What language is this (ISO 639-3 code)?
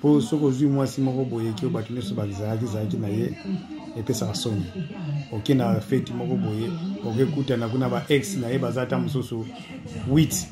lin